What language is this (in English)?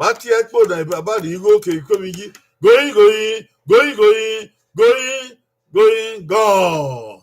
Bini